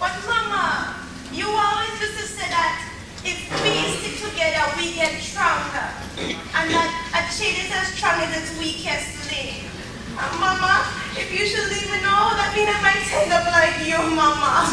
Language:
Jamaican Creole English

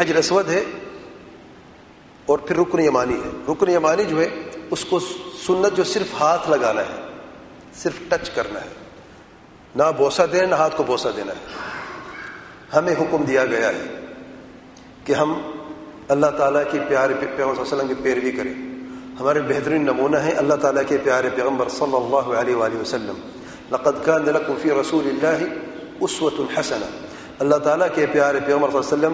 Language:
Urdu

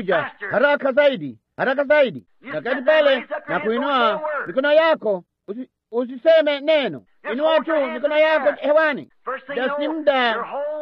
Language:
Swahili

